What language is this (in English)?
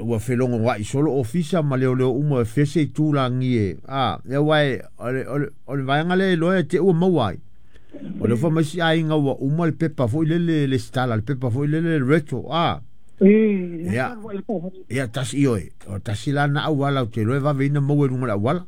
Samoan